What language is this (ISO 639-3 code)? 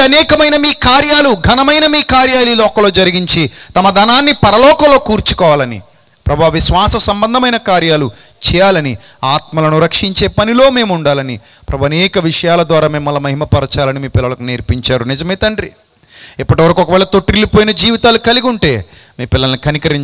tel